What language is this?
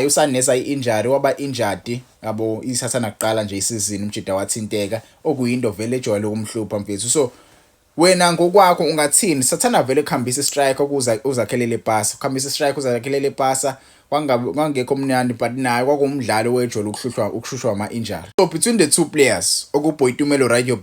Zulu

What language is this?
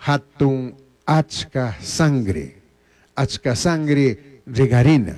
Chimborazo Highland Quichua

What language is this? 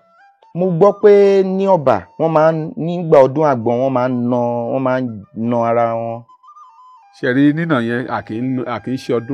Yoruba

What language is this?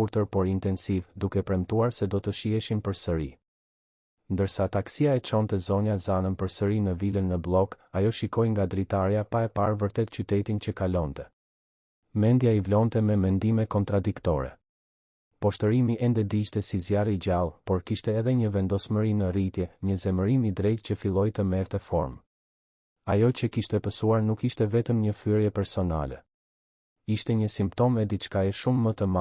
Albanian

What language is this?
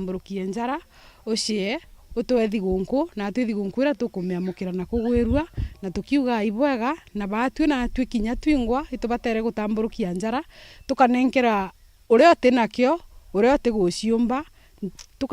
Meru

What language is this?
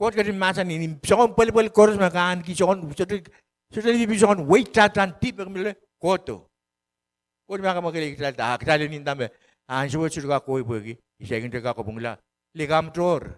Pohnpeian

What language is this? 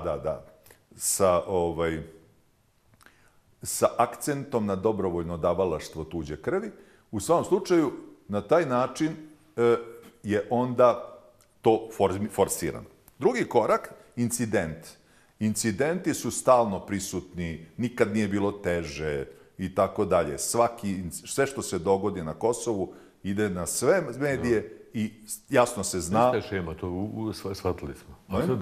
Bosnian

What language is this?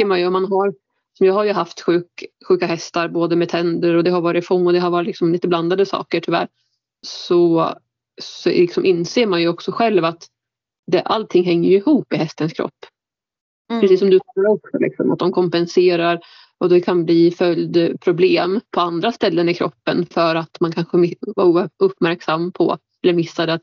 Swedish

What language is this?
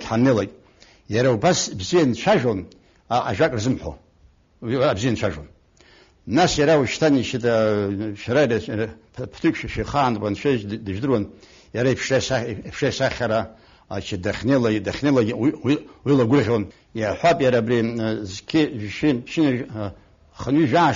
Abkhazian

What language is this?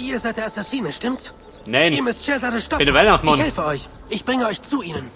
Bavarian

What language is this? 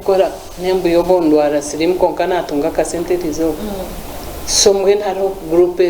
Nyankole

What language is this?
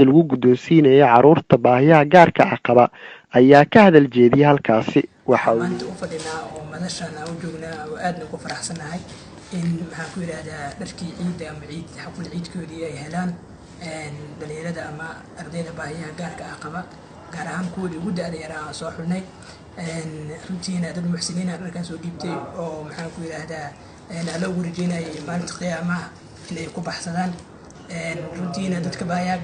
Somali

